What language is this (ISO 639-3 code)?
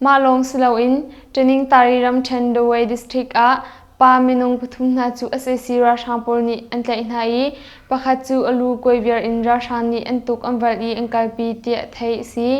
cnh